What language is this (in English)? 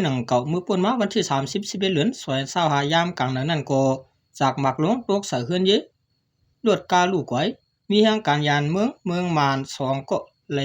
Shan